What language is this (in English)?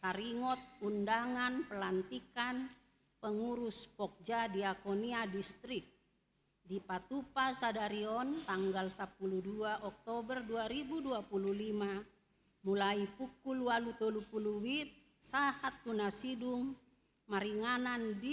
Batak Toba